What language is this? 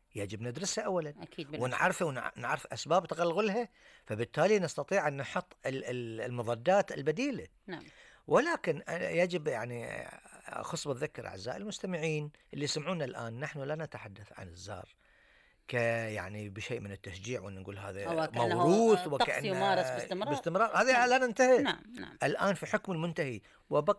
Gulf Arabic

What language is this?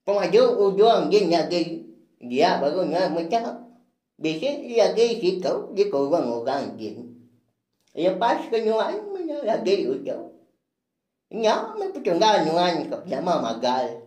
Iban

